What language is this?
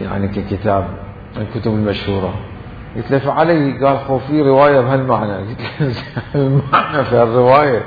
Mesopotamian Arabic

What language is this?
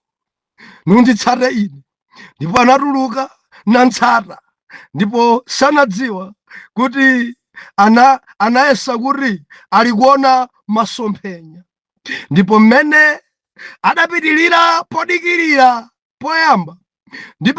Nyanja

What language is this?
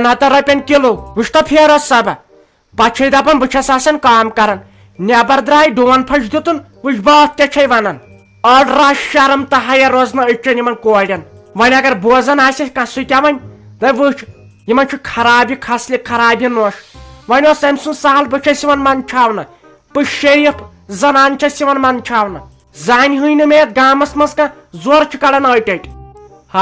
Kashmiri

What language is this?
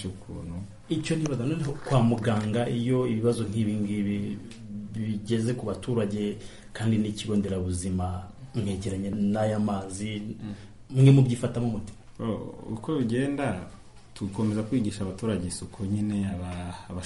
Kinyarwanda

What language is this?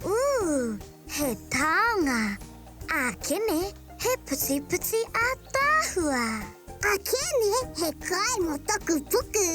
Māori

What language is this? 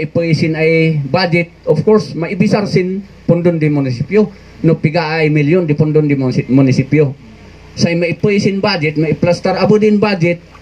Kankanaey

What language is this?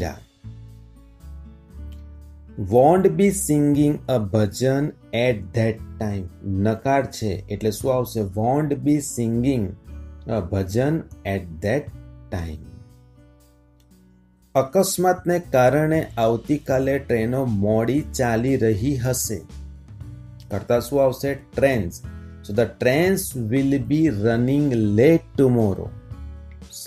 Gujarati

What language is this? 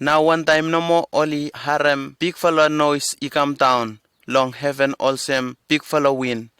Bislama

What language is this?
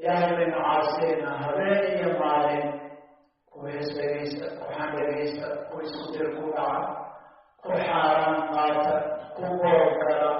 Somali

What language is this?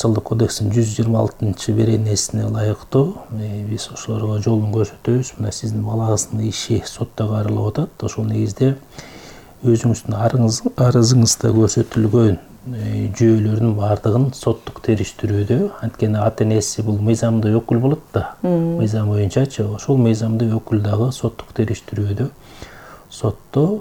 Kyrgyz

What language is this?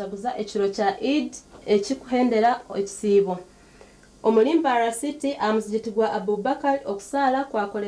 Nyankole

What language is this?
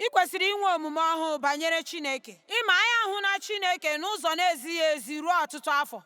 Igbo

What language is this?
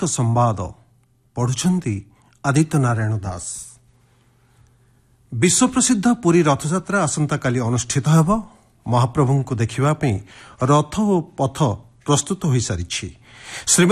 Odia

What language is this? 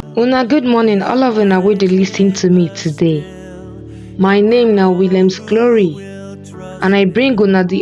Nigerian Pidgin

